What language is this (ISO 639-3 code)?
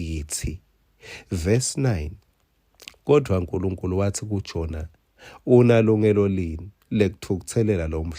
ssw